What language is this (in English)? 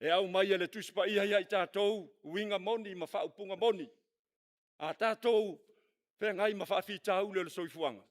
Samoan